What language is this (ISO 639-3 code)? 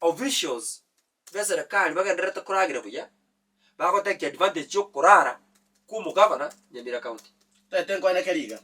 guz